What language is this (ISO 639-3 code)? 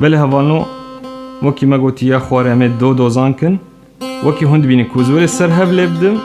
kur